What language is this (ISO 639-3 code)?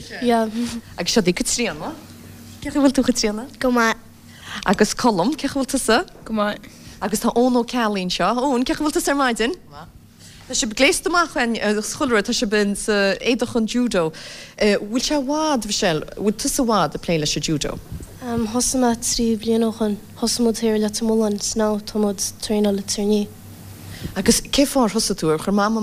gle